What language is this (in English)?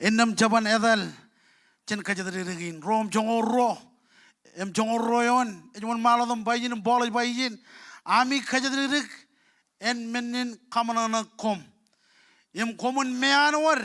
Marshallese